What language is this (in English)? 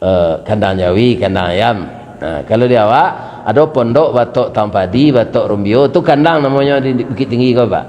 Minangkabau